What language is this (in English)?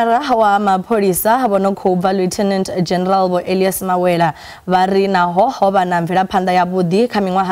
Venda